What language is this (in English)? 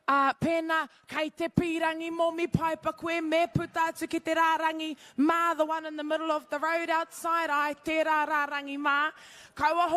Māori